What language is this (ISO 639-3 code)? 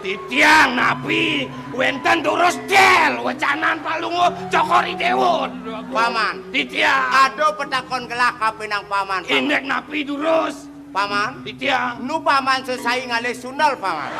ban